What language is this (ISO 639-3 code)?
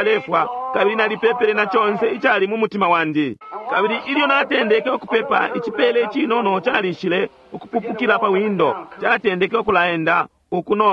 bem